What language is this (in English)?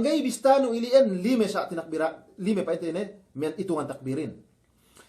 Yakan